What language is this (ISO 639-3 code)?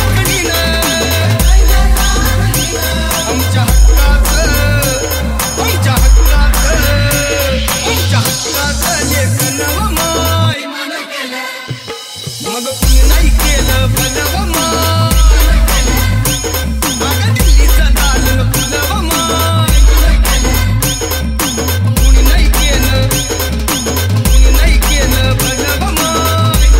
mar